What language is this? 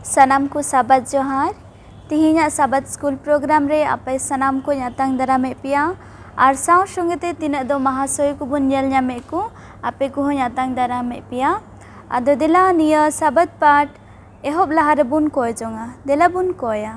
Santali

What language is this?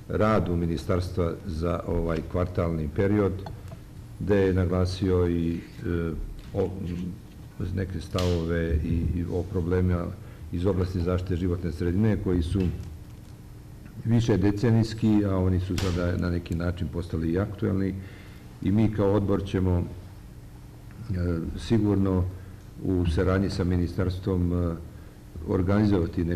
Serbian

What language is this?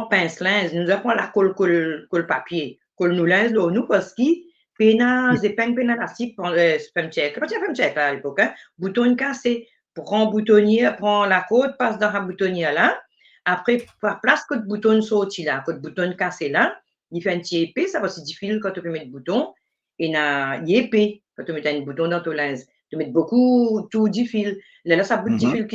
Morisyen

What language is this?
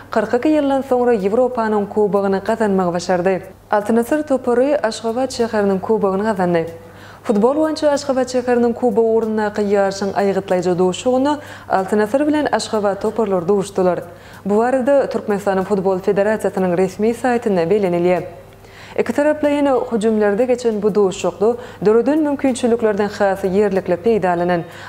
Turkmen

